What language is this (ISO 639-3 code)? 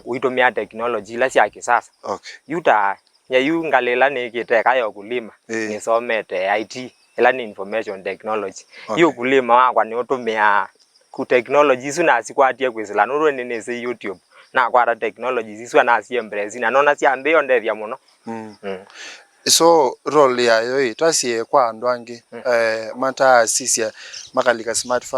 kam